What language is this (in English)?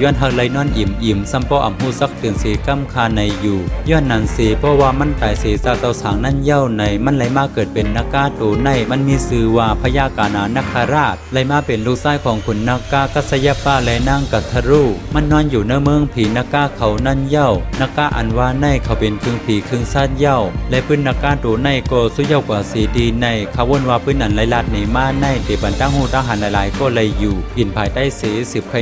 Shan